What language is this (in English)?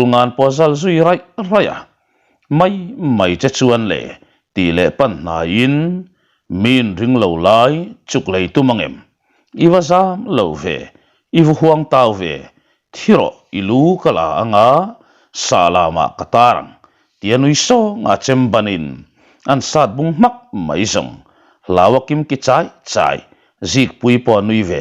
Mizo